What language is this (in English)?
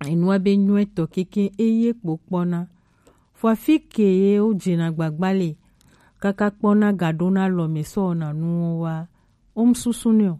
Gen